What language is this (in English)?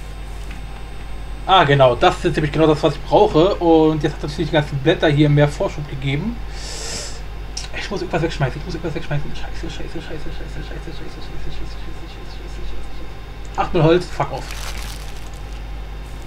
German